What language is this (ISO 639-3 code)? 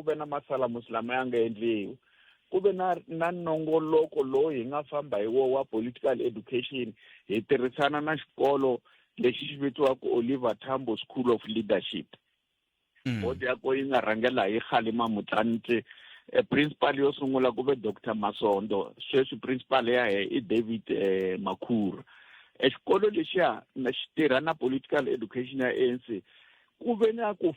tso